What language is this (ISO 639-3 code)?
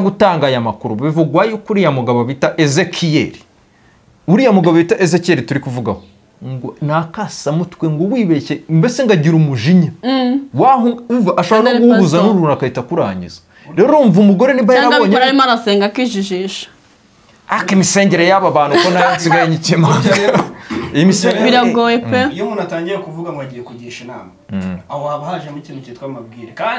kin